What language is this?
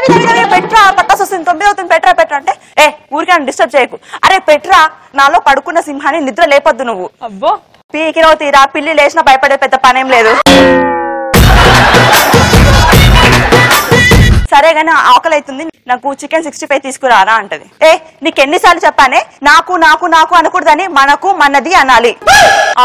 Telugu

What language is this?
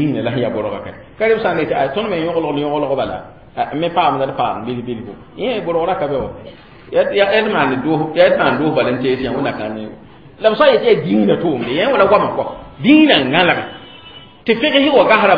Mossi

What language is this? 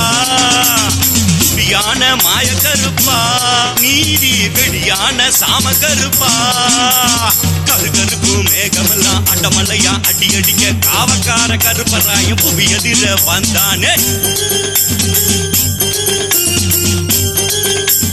Tamil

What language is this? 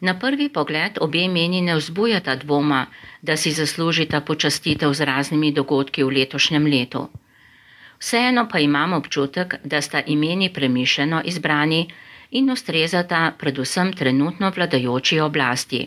Slovenian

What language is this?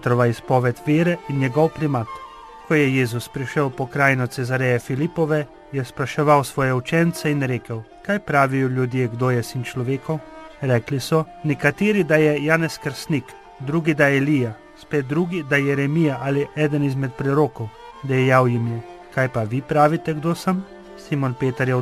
Slovenian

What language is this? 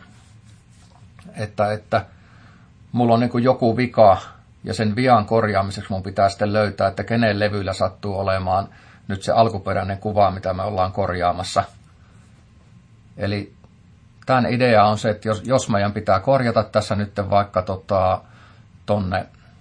Finnish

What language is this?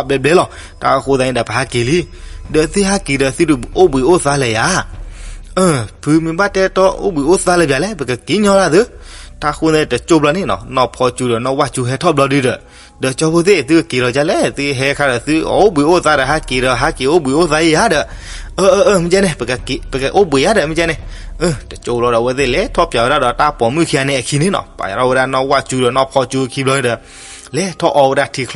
S'gaw Karen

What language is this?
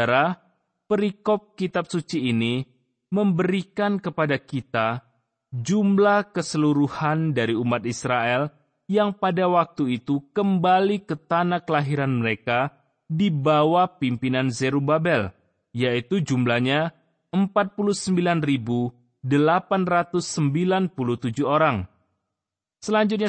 Indonesian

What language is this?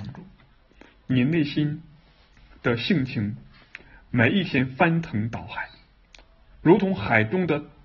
Chinese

